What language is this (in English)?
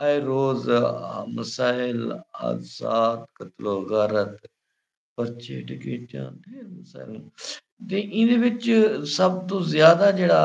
Saraiki